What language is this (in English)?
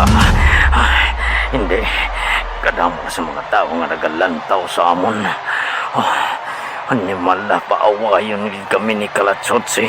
Hiligaynon